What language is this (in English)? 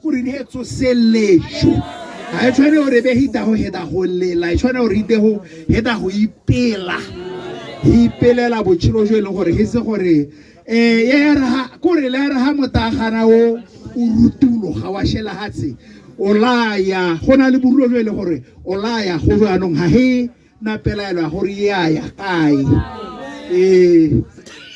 Tswana